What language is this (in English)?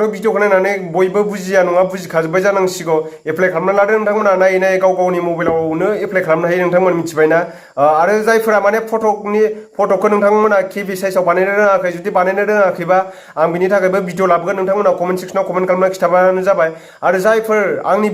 Bodo